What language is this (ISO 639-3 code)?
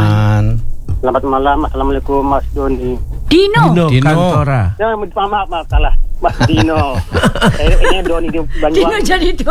ind